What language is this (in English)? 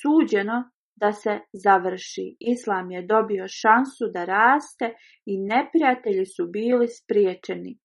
Bosnian